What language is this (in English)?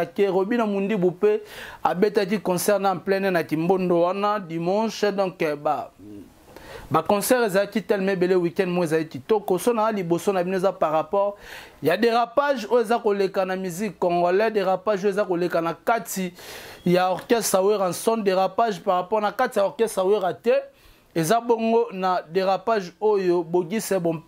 Lingala